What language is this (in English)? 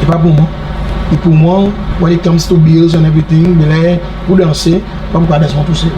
Seselwa Creole French